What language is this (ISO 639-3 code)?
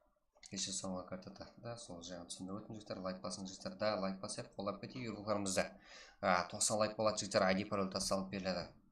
kaa